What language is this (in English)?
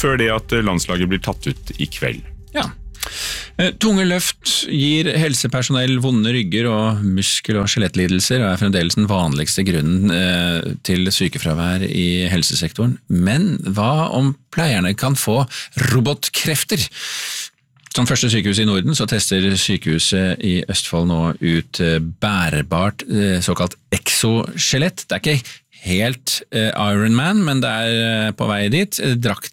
Norwegian